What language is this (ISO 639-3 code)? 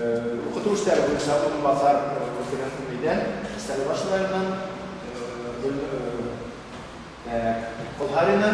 bak